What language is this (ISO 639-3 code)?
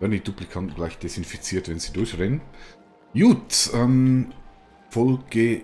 gsw